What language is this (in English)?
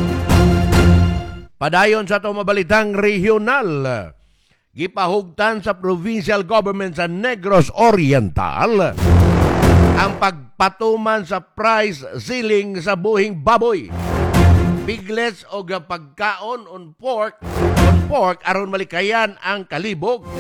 Cebuano